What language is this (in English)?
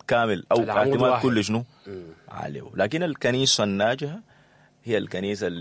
Sudanese Arabic